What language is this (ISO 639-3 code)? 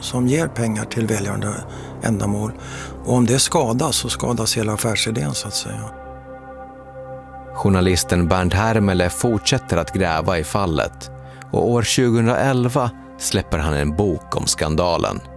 swe